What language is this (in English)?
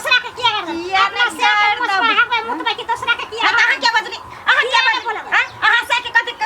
Maithili